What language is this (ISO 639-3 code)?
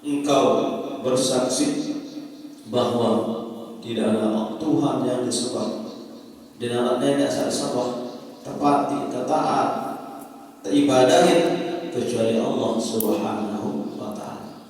sas